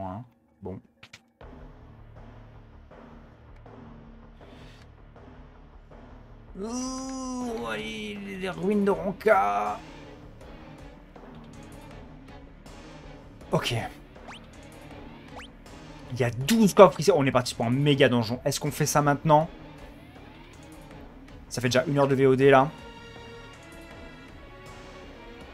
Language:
French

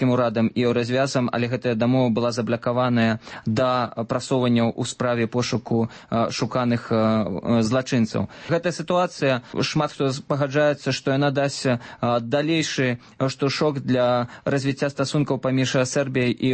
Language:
Belarusian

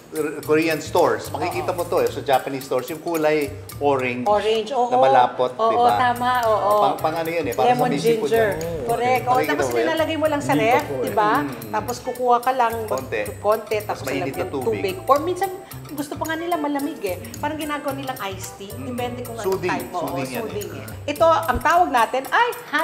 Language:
Filipino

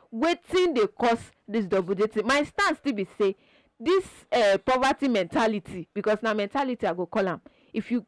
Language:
Nigerian Pidgin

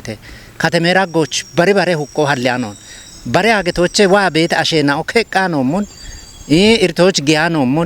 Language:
Kafa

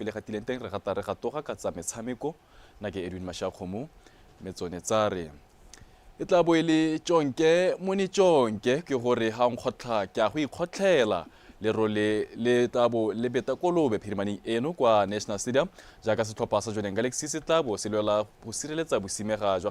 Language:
Tswana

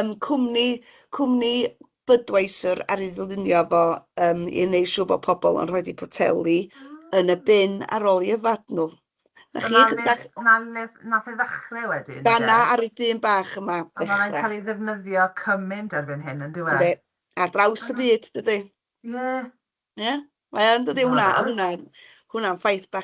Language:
Welsh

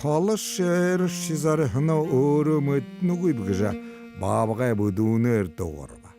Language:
Buriat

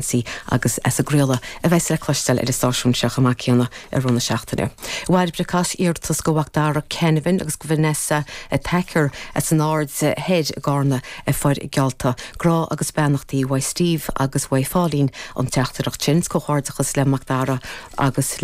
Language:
Irish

